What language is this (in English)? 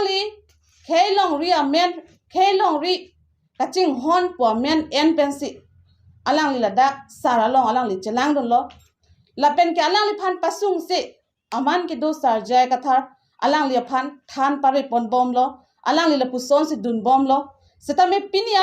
Karbi